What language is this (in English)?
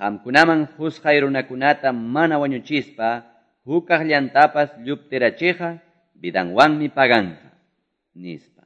Quechua